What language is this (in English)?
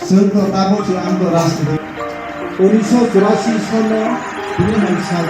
Kok Borok